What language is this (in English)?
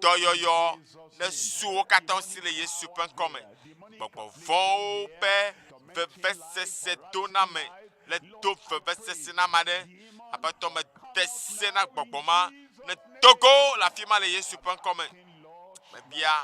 Ewe